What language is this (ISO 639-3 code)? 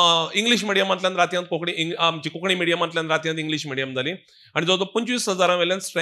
kok